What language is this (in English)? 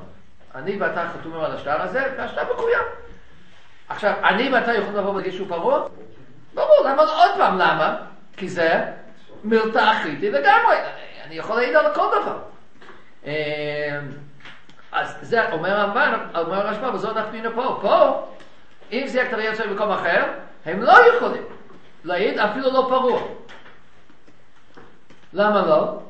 Hebrew